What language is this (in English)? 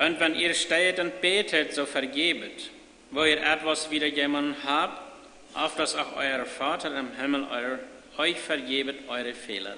Plautdietsch